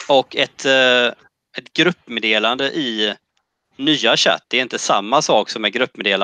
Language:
Swedish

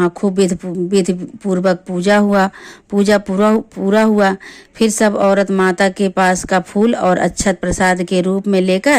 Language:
Awadhi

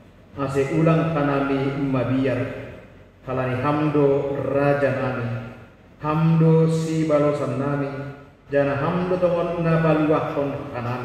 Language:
Batak Simalungun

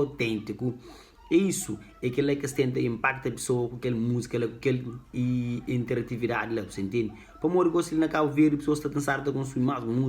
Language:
Kabuverdianu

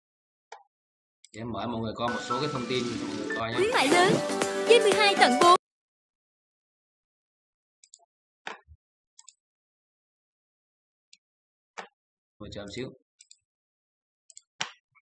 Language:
Vietnamese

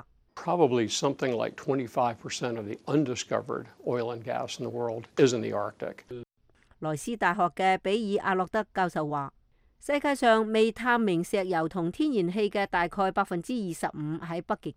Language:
Cantonese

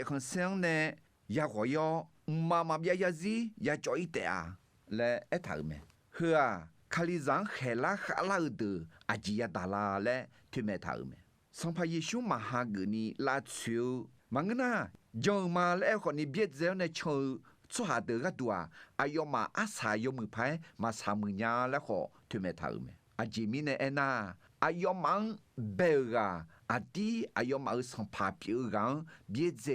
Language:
Akha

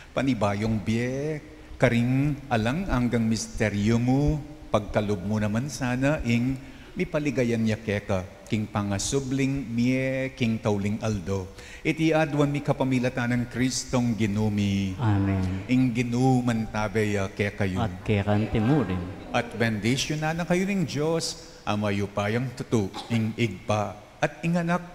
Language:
Pampanga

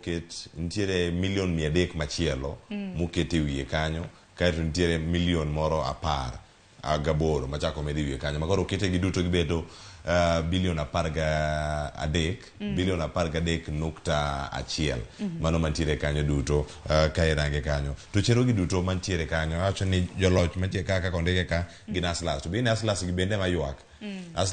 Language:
Luo (Kenya and Tanzania)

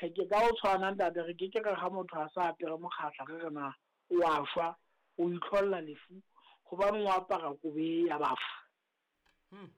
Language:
Southern Sotho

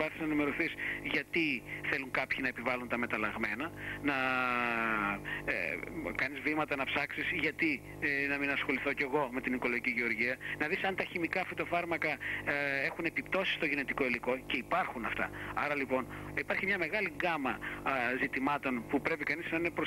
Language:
Greek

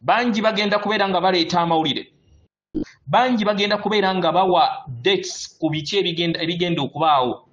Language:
Ganda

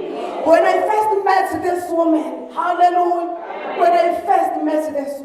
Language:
Zulu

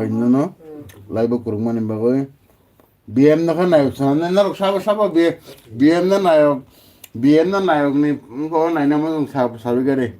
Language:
Kok Borok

